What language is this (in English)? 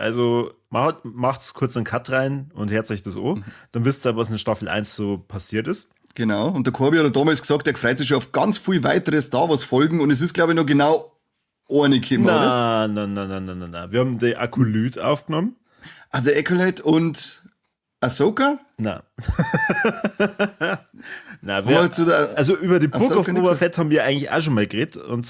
Bavarian